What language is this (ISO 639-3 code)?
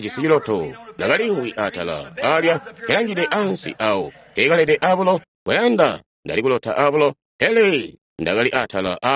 toi